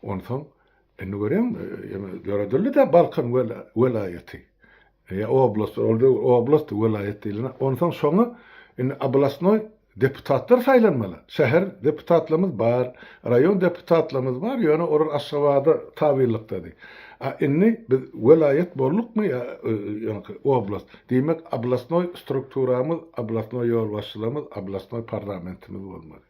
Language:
Turkmen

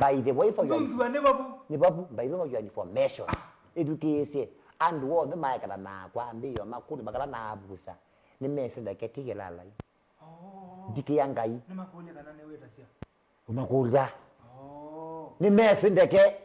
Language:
Kamba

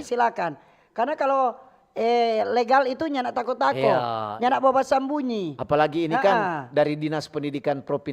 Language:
Manado Malay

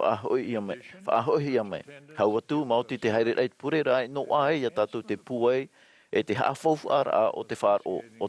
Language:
Tahitian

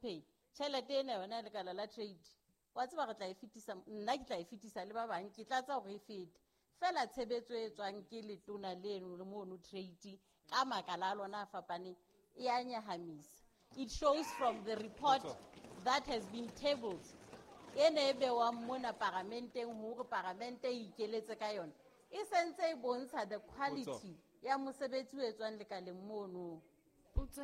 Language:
Southern Sotho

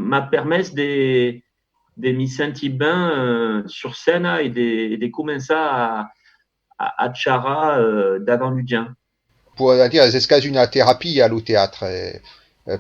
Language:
Occitan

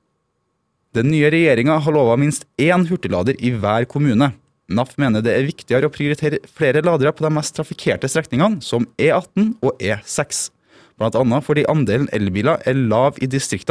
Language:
Norwegian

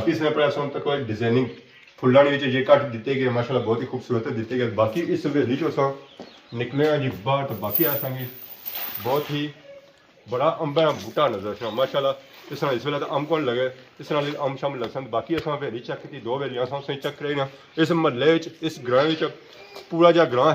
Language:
Pahari-Potwari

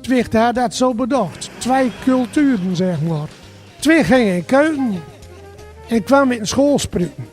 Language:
Gronings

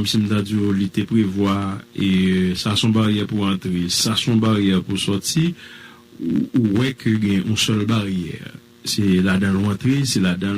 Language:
Haitian Creole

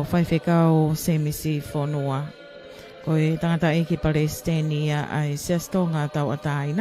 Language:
Tongan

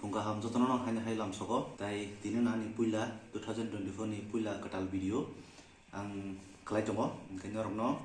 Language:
Kok Borok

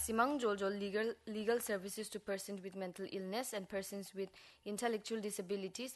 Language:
Garo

